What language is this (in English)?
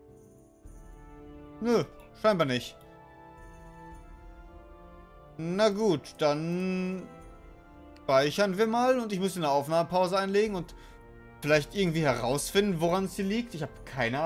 German